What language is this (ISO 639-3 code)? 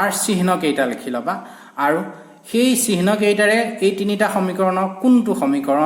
asm